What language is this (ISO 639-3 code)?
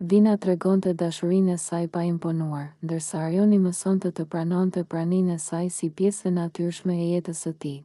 sqi